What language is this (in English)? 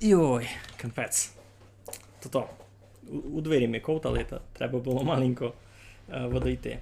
Rusyn